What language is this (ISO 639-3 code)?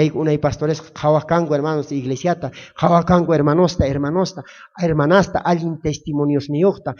quh